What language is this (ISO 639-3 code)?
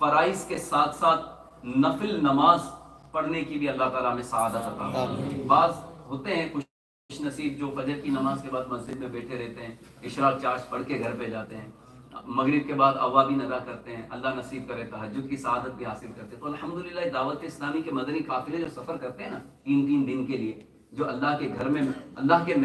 urd